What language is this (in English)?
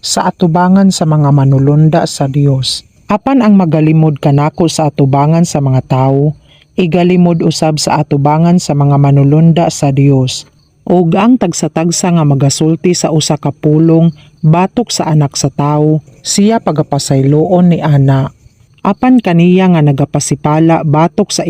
Cebuano